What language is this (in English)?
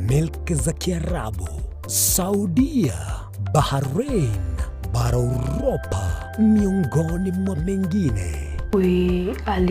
Gusii